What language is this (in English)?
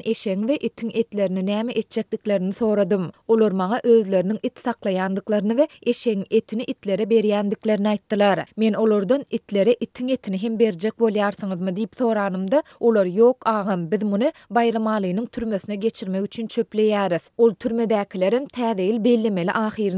Turkmen